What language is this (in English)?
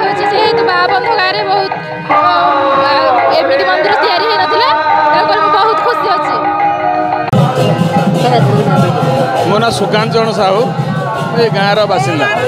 Odia